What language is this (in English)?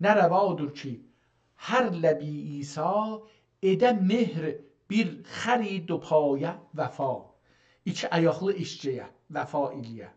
South Azerbaijani